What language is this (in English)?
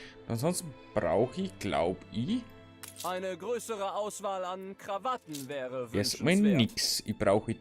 Bavarian